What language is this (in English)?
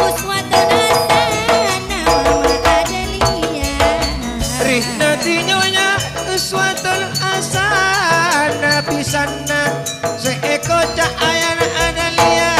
Madurese